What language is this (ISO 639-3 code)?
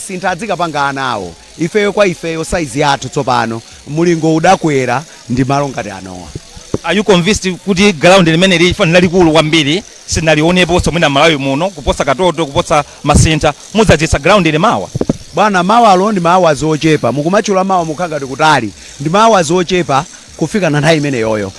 nya